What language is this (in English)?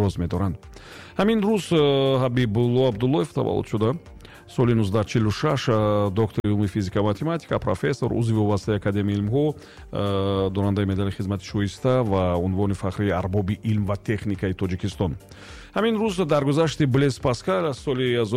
Tajik